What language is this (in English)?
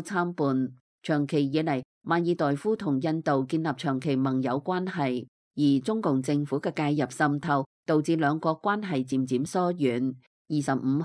Cantonese